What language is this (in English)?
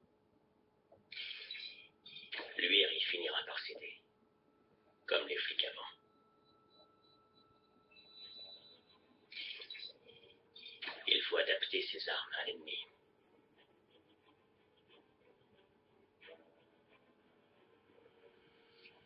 French